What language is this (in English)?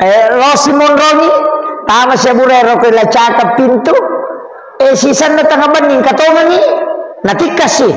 Buginese